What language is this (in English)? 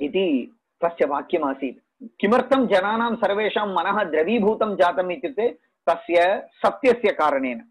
Sanskrit